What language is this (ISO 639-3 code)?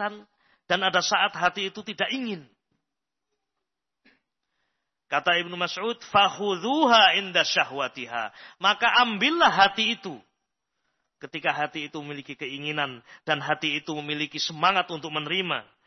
ind